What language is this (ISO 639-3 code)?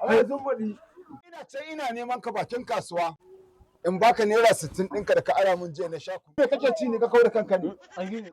hau